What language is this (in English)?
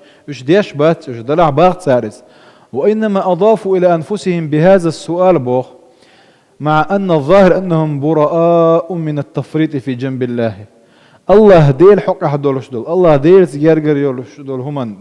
Chechen